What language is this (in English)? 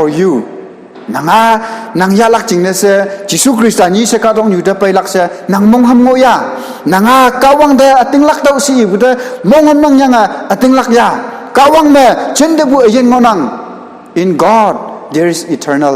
Konyak Naga